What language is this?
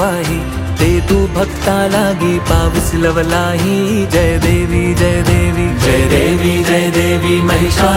Marathi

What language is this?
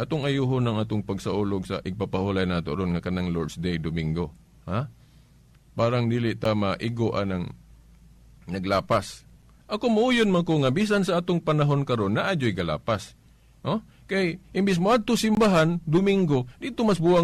Cebuano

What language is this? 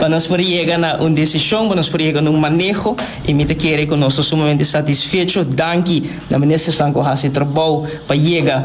Papiamento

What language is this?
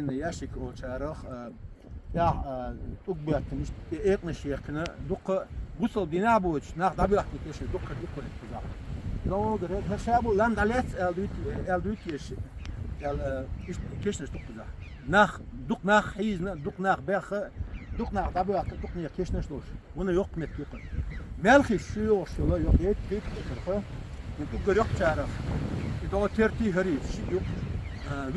Chechen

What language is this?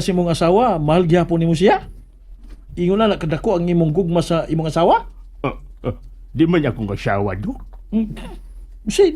Cebuano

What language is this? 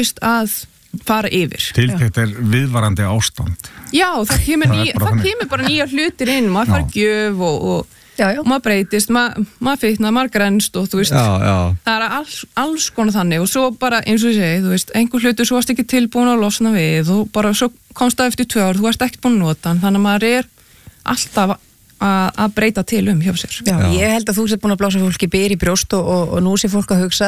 Icelandic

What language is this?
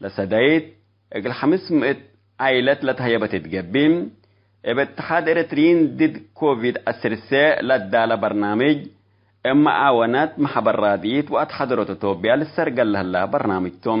Tigre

